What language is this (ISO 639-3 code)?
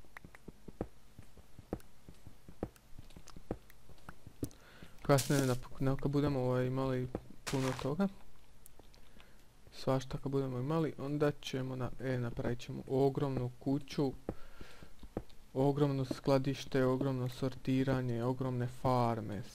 hrv